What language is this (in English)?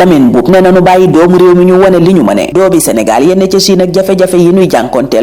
Wolof